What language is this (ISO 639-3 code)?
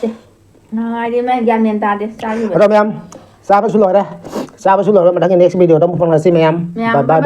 mni